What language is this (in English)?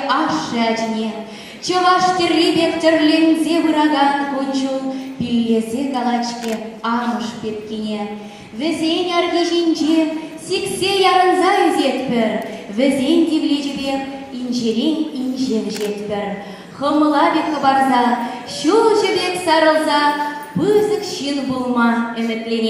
Chuvash